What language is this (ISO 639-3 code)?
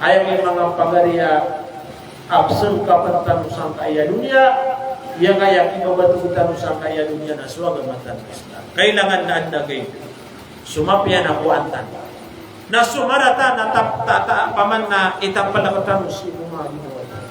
mrw